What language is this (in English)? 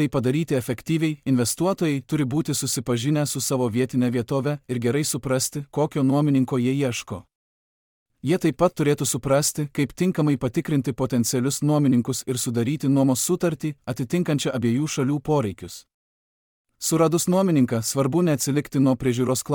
Lithuanian